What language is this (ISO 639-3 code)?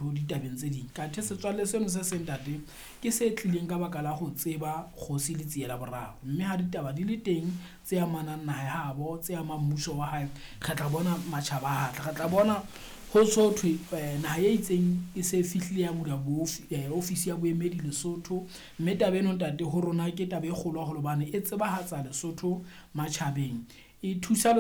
sot